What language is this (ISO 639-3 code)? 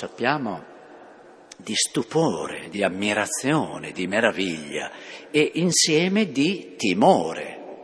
ita